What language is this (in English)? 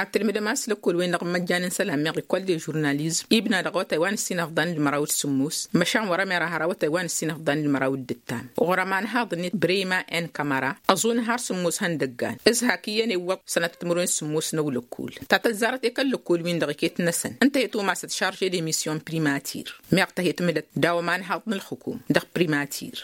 Tamasheq